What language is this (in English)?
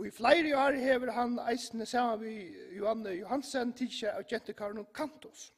Faroese